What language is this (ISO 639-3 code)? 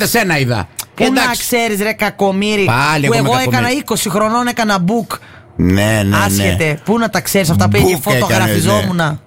ell